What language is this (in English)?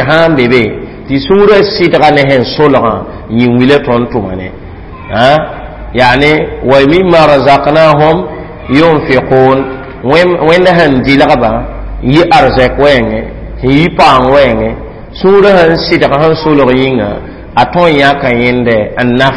Mossi